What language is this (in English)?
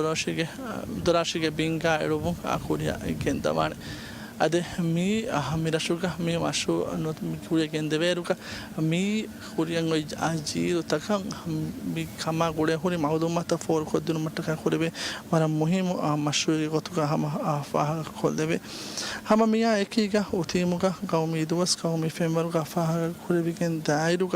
Divehi